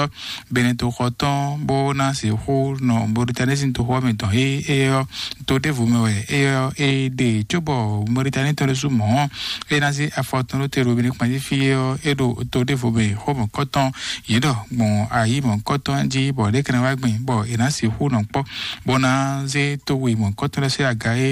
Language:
Fon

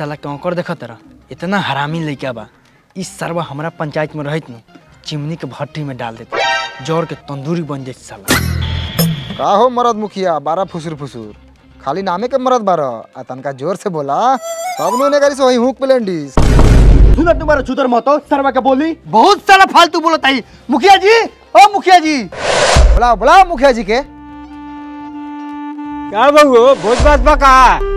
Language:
Bhojpuri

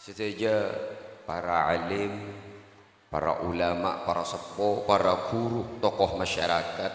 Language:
Madurese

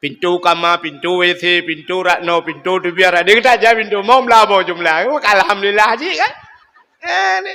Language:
Achinese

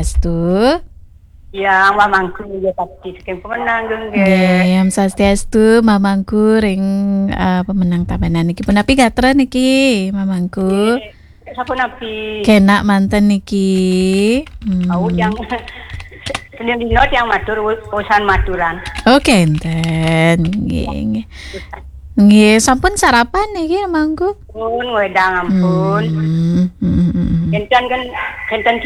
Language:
Balinese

